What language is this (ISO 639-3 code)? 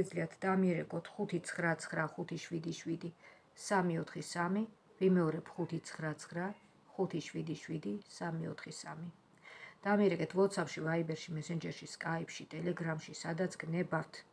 kat